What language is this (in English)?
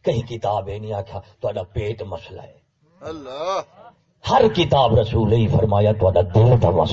Saraiki